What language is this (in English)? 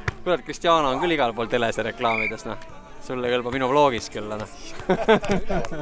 Estonian